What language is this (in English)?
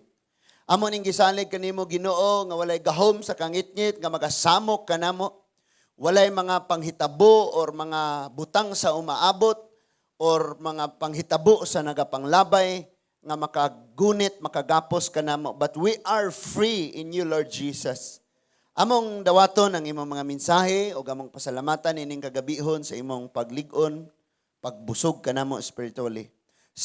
Cebuano